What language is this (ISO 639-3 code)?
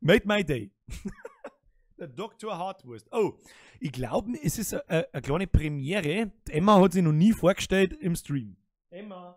bar